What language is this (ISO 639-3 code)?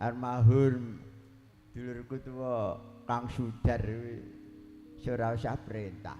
jav